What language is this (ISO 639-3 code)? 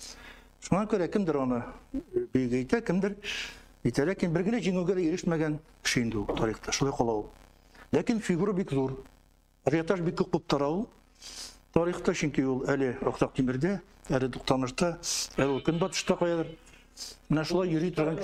tat